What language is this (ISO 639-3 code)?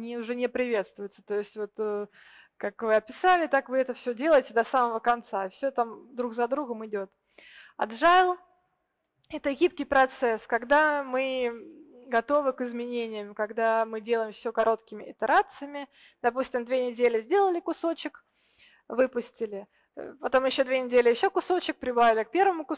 rus